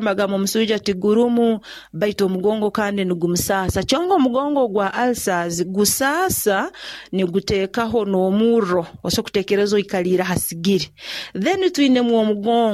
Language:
Nyoro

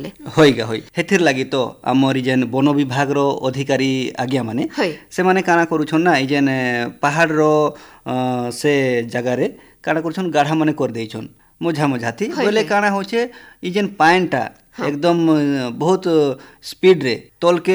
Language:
Odia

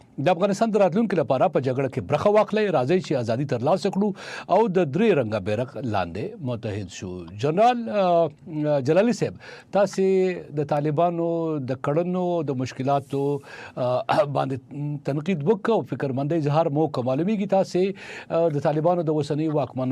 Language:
Pashto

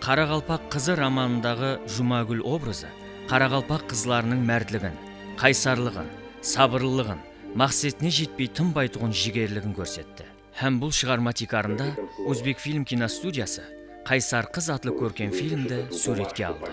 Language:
Kara-Kalpak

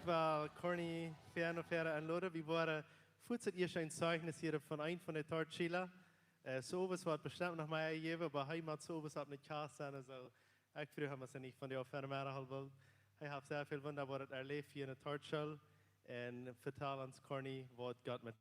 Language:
Plautdietsch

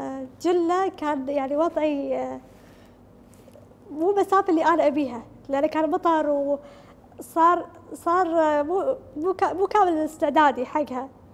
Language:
Gulf Arabic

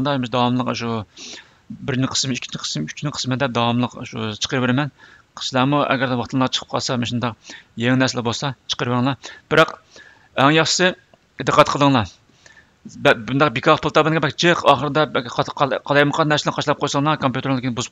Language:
Uyghur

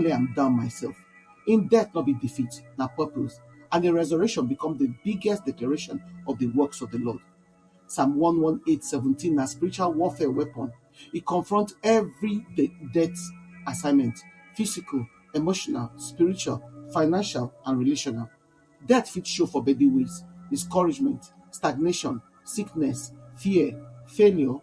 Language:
Nigerian Pidgin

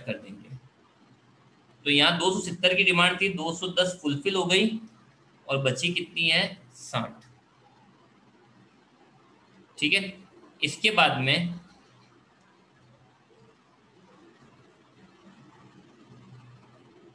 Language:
Hindi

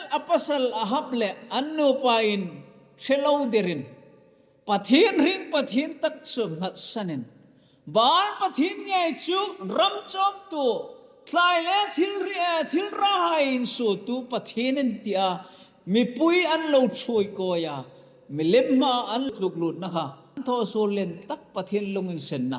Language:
Hmar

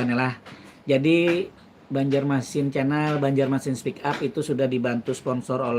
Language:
Banjar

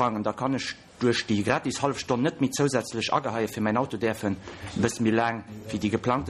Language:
Luxembourgish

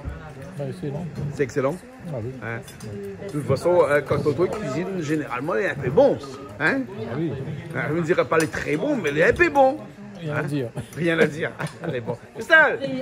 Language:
Réunion Creole French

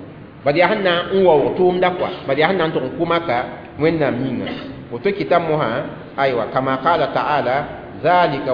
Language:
Mossi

